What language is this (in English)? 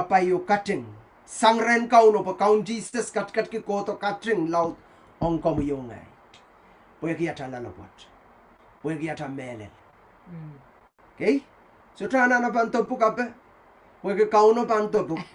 Pohnpeian